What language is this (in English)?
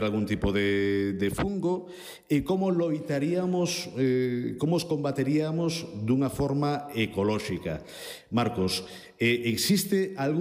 Galician